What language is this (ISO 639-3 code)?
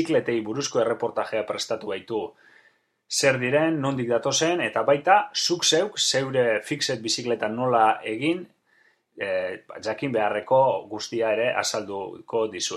eus